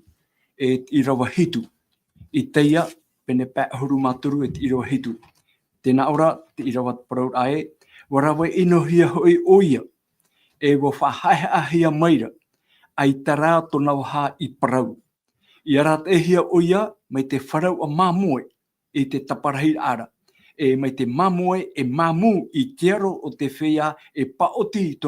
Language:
Tahitian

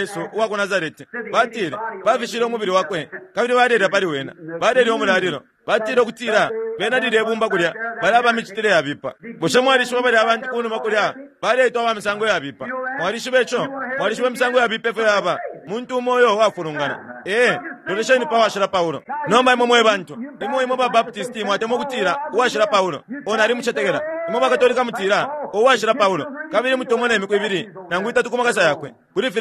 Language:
Bemba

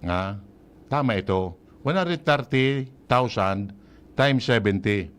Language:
Bikol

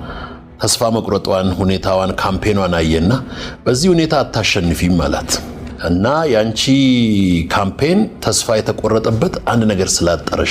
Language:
Amharic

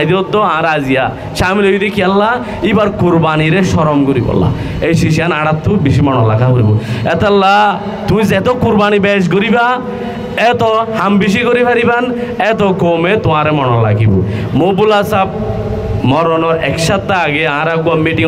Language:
Rohingya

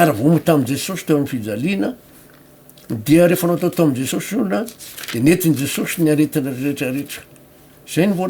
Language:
Malagasy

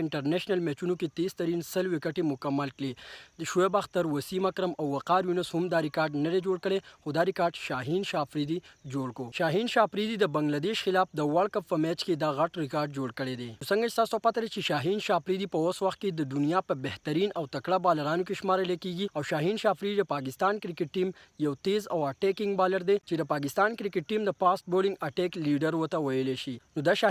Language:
Pashto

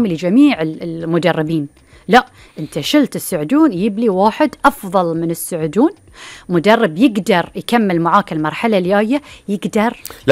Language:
Gulf Arabic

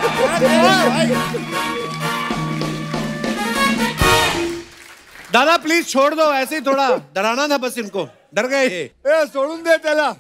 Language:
Hindi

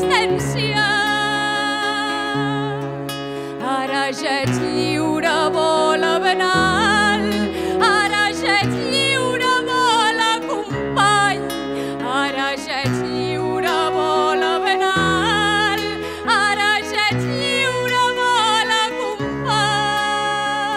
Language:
Catalan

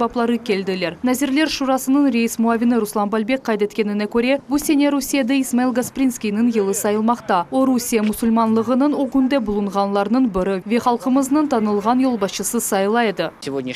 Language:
Crimean Tatar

